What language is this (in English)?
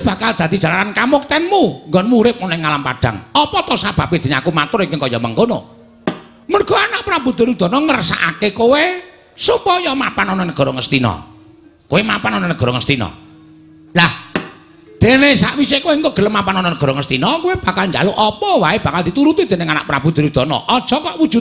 Javanese